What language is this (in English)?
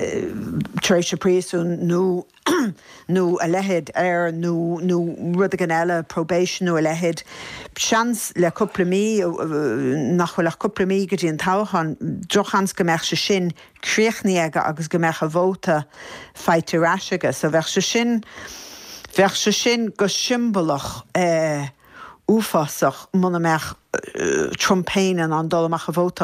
Irish